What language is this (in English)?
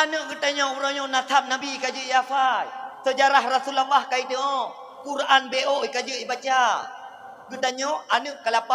Achinese